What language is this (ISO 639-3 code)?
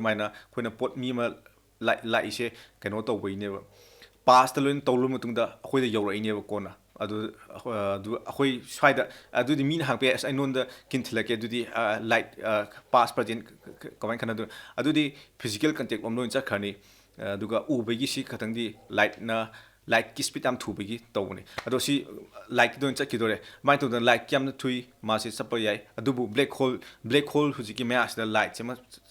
mni